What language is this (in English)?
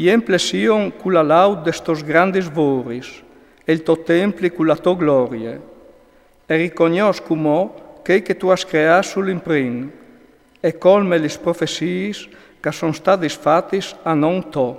Friulian